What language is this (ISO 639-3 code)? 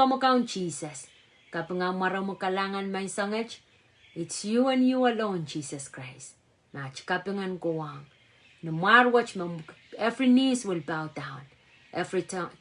pon